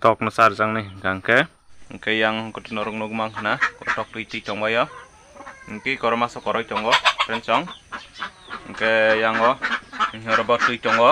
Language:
Kok Borok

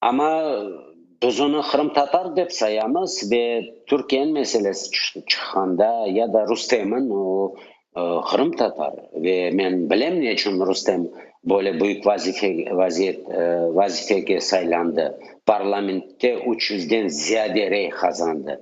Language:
Crimean Tatar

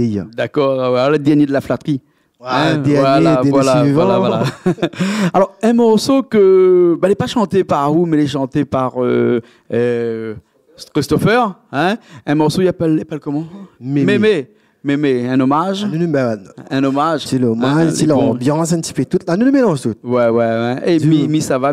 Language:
Réunion Creole French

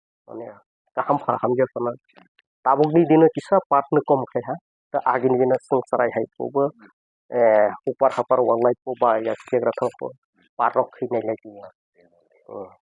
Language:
Kok Borok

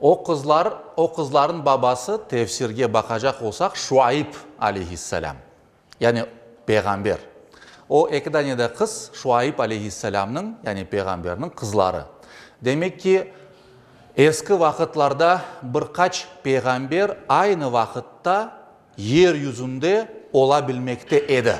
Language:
Crimean Tatar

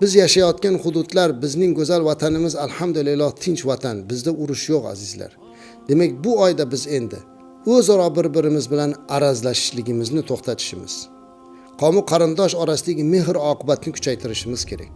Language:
Uzbek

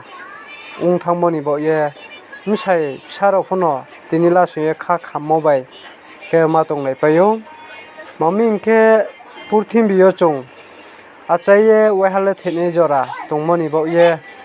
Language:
Riang (India)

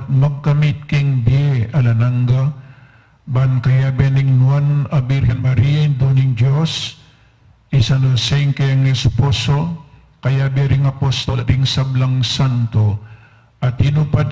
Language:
Pampanga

